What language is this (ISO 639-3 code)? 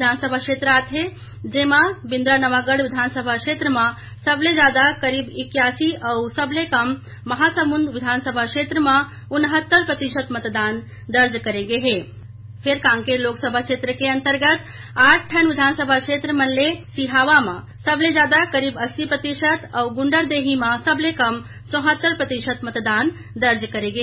hne